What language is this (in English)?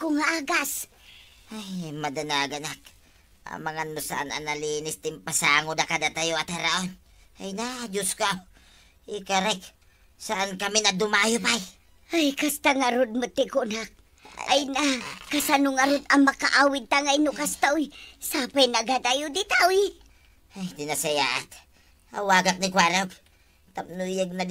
Iloko